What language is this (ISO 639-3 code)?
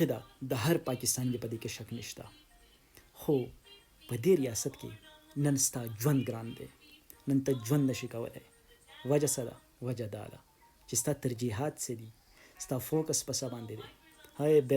pus